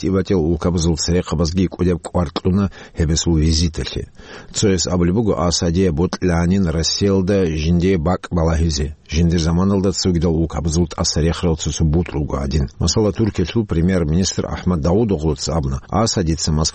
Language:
Avaric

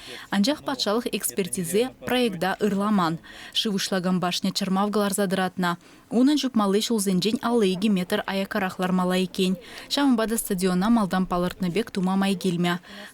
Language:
Chuvash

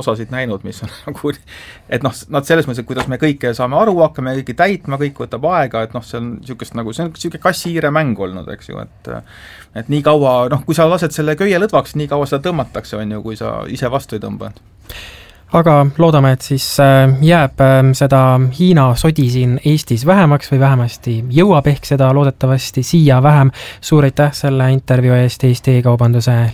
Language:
Estonian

